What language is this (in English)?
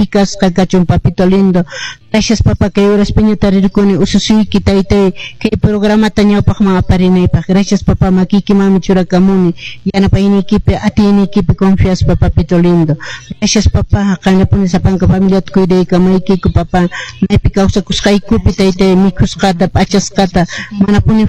Quechua